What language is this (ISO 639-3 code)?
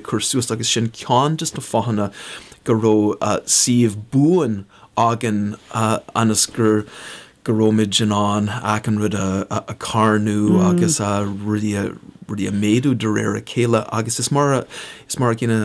gle